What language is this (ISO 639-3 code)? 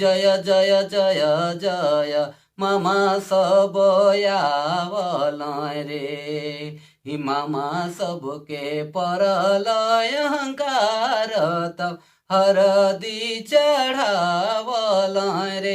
sck